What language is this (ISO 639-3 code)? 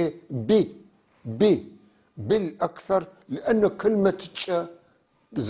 apc